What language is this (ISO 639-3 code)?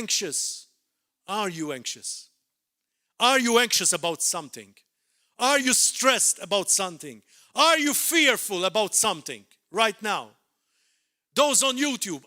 eng